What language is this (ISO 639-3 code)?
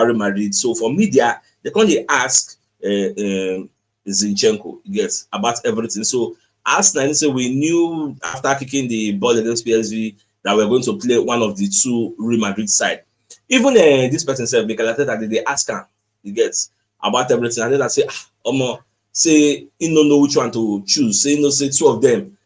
pcm